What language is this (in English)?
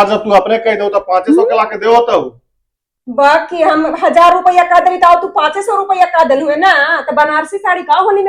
Magahi